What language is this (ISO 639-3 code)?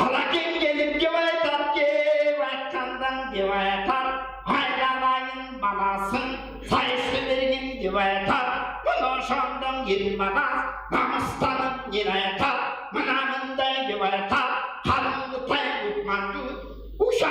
tyv